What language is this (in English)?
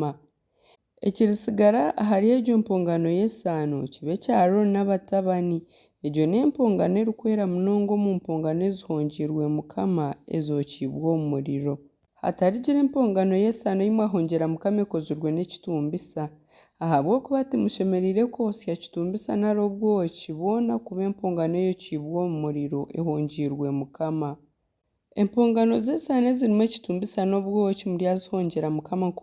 Nyankole